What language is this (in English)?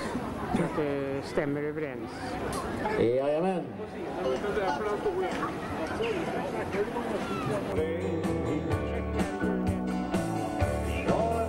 Swedish